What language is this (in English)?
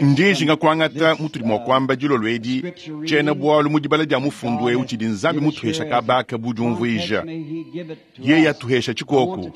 Luba-Lulua